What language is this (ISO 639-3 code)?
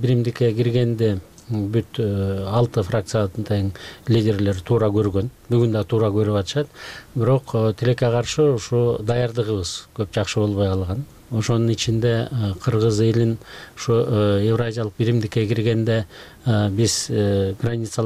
kir